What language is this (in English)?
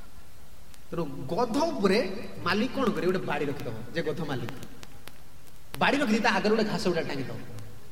Odia